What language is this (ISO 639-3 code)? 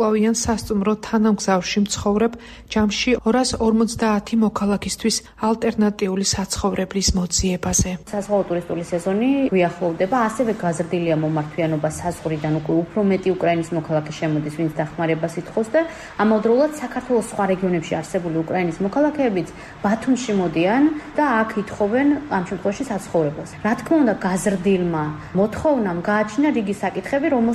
kat